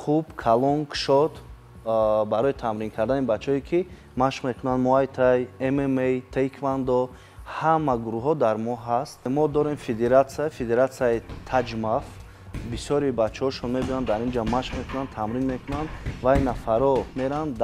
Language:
Tajik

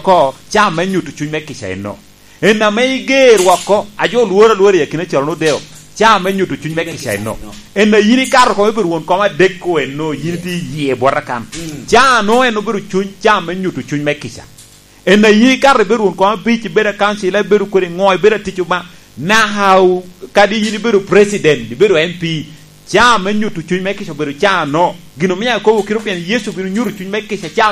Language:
Lango (Uganda)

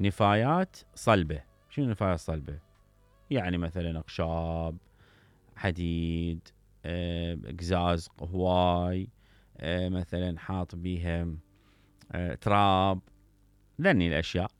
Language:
Mesopotamian Arabic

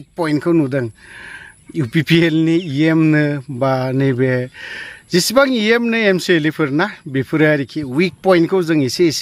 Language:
Bodo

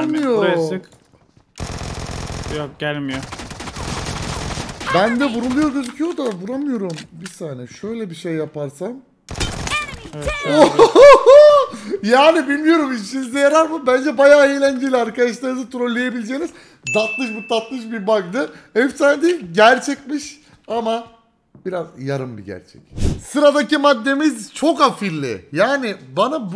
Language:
Turkish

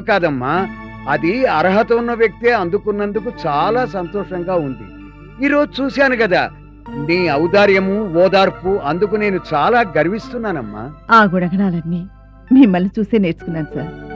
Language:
Telugu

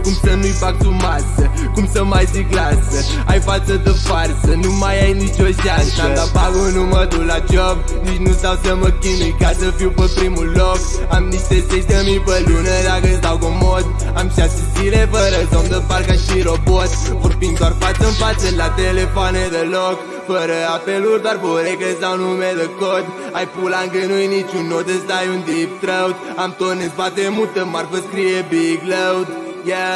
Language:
Romanian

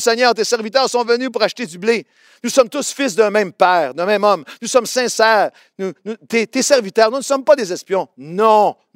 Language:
French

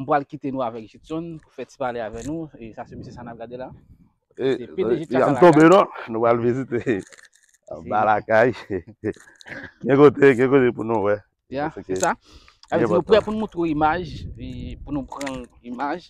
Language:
Haitian Creole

